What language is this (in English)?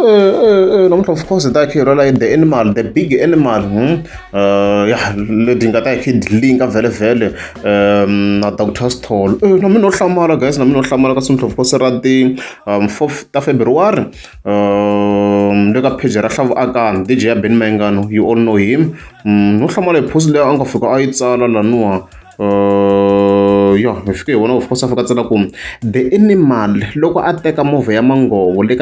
Tsonga